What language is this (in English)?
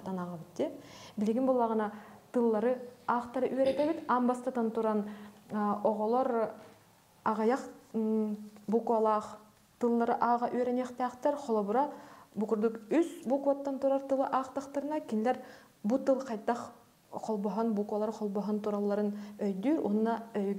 Yakut